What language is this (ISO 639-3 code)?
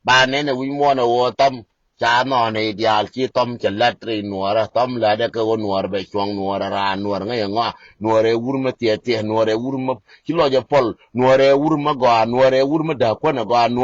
nus